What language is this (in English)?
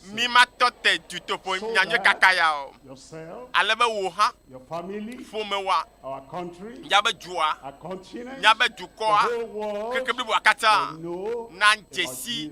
Ewe